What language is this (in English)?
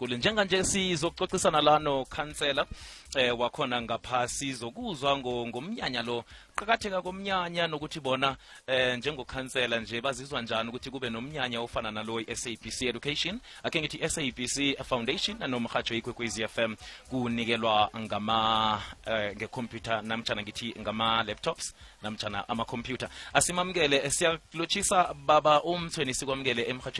South Ndebele